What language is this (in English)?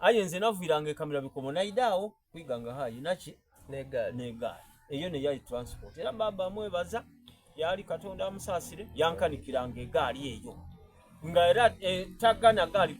Soga